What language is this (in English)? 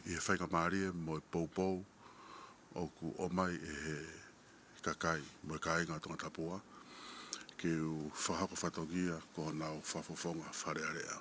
Tongan